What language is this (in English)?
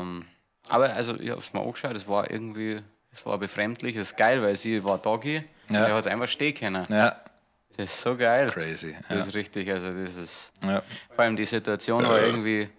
Bavarian